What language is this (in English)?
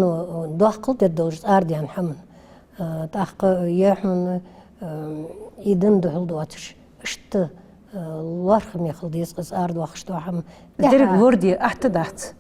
Ingush